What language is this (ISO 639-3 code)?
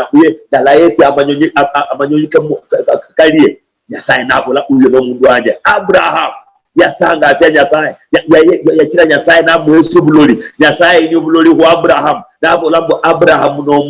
luy